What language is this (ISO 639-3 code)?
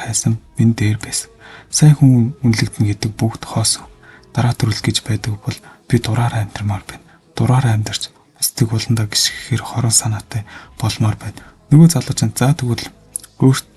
mon